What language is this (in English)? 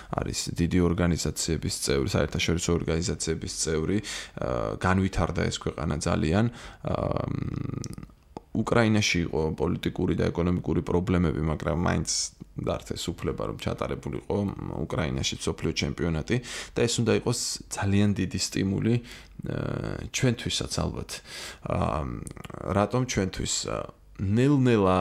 Georgian